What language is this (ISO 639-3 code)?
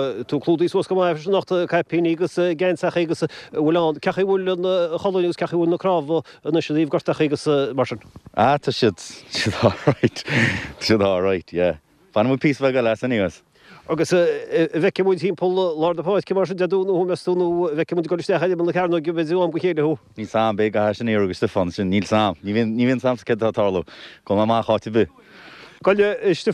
gle